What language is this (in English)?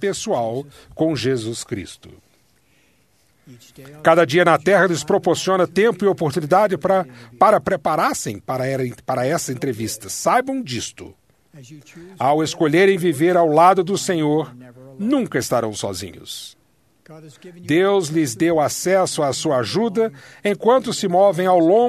Portuguese